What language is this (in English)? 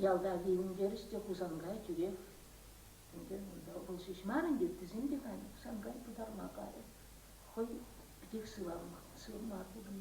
Chuvash